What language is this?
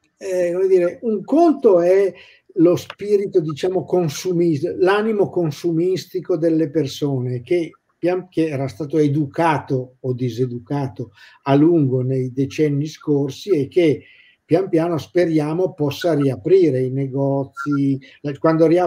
Italian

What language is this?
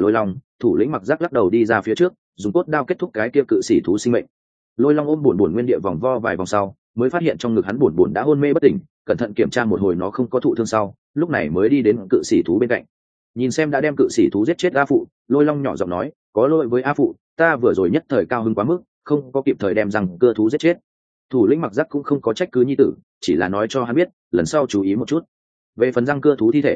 Vietnamese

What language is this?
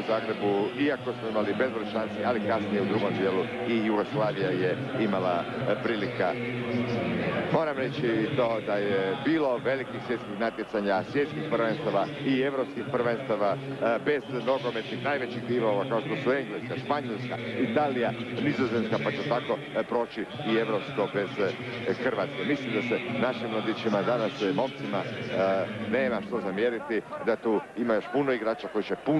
Croatian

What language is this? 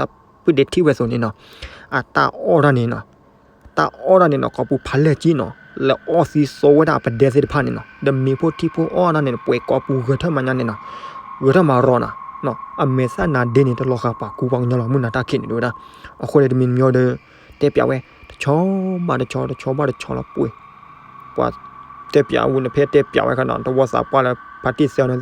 S'gaw Karen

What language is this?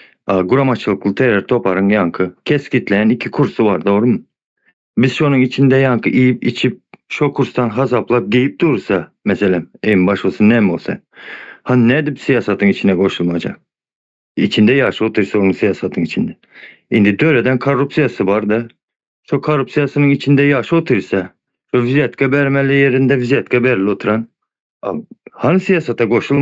Turkmen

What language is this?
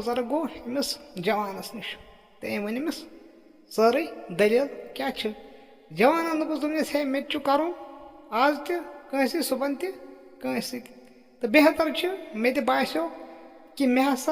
Kashmiri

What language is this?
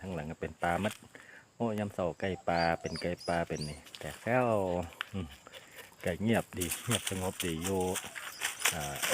Northeastern Thai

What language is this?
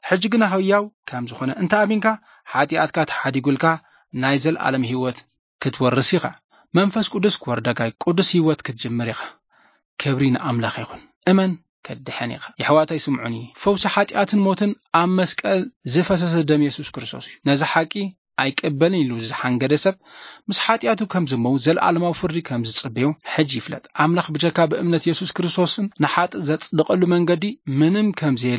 Tigrinya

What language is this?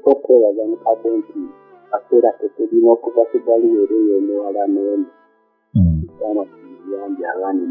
Ganda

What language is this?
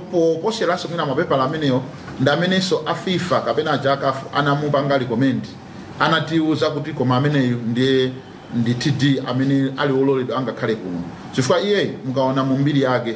Nyanja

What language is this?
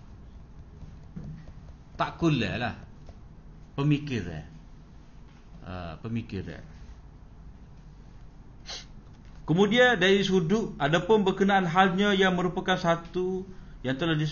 Malay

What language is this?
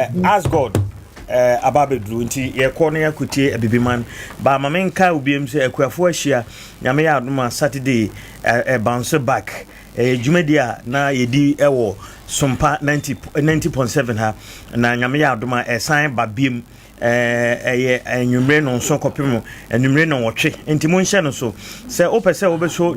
Akan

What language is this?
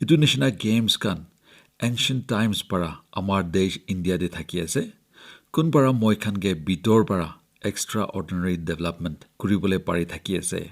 Naga Pidgin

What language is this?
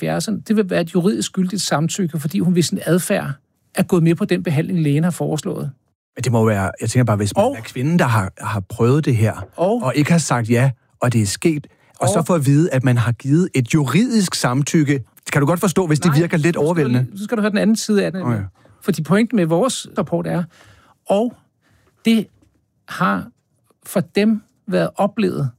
Danish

